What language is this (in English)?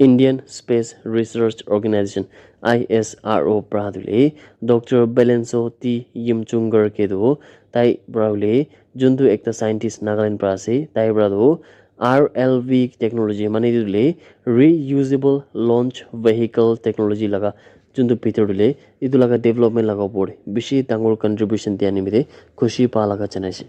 Naga Pidgin